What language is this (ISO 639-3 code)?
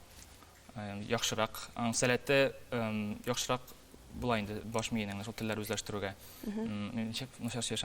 tat